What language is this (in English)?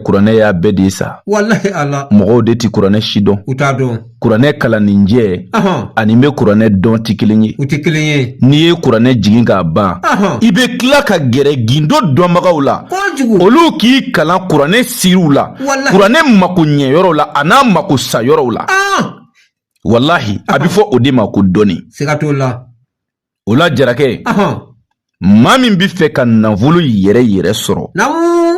Bambara